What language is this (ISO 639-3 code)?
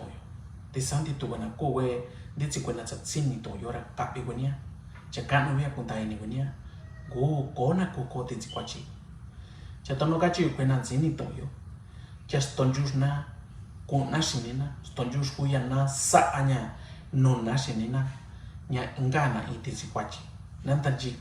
mix